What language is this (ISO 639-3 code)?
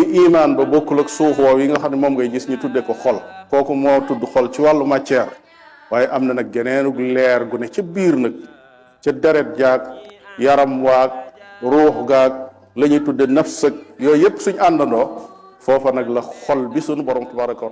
wol